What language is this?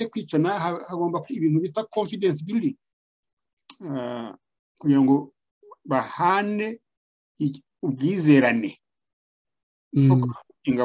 Kinyarwanda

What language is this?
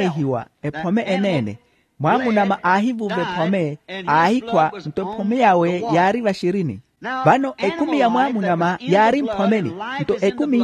Makhuwa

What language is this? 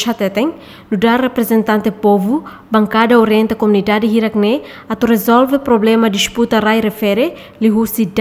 Tetum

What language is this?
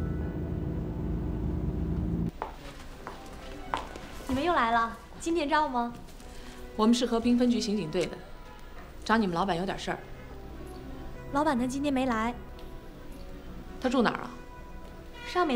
Chinese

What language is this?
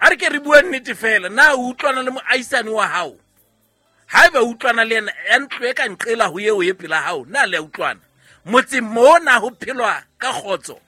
Southern Sotho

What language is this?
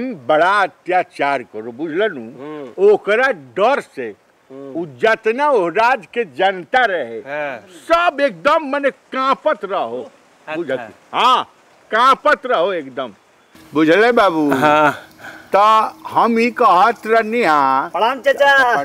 Bhojpuri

